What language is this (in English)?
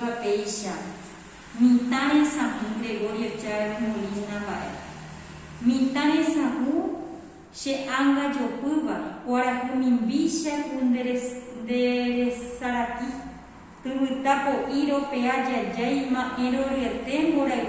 Guarani